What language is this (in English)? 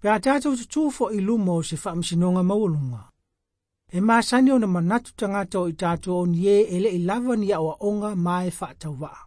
Samoan